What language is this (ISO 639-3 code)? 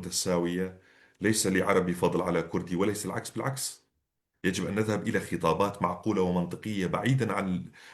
apc